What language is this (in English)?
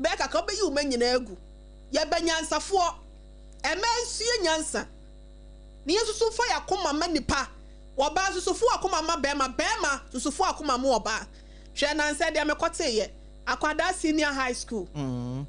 Akan